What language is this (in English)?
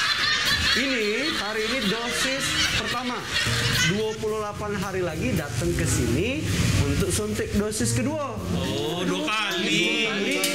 Indonesian